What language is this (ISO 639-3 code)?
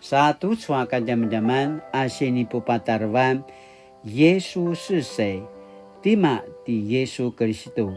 pwn